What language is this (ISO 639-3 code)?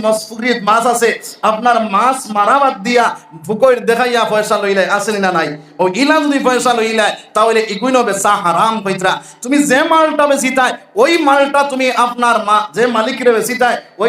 syl